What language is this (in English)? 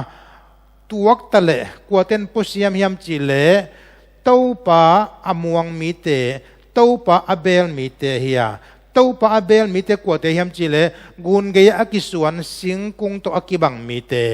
Tedim Chin